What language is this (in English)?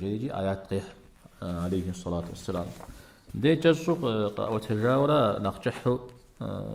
Kabardian